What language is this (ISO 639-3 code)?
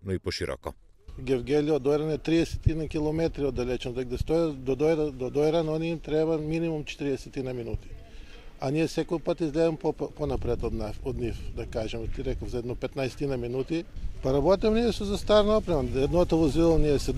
mkd